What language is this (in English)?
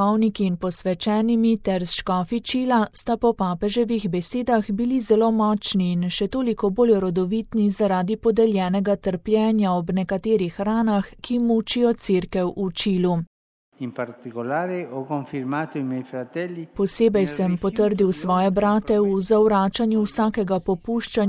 Slovenian